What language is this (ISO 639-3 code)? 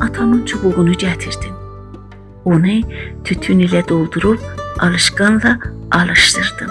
azb